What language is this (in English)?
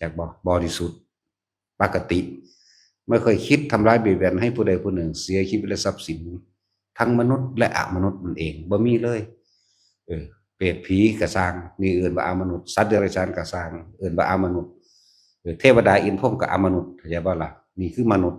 Lao